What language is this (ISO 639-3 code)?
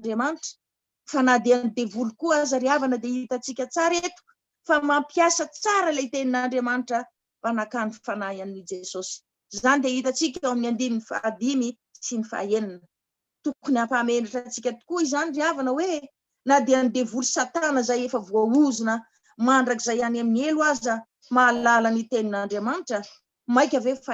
mlg